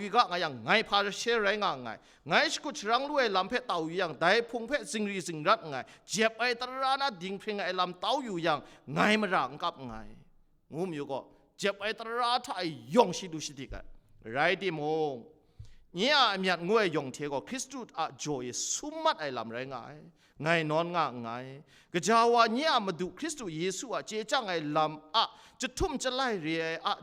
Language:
Kachin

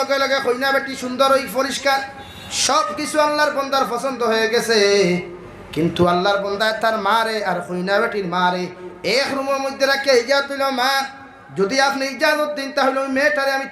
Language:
Sylheti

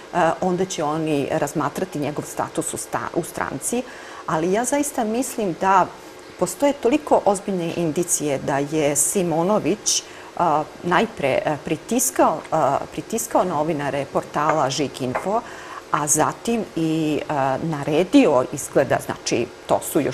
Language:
Serbian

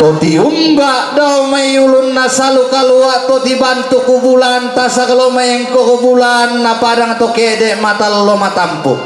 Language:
Toraja-Sa'dan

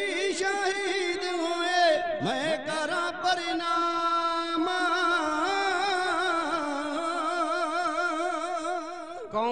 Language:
Punjabi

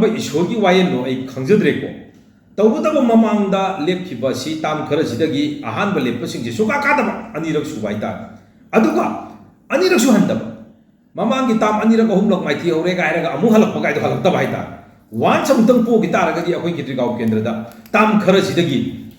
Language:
Manipuri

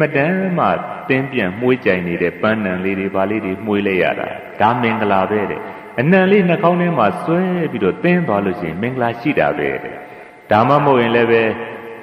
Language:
Burmese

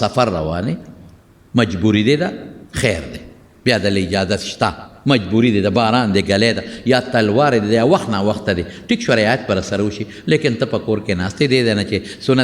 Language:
Pashto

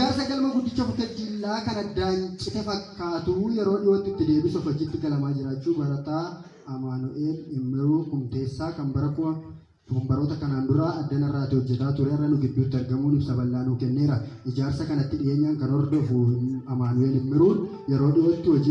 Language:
Oromo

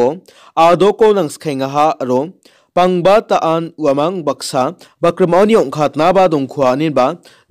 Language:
Garo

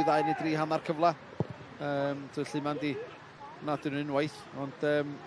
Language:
Welsh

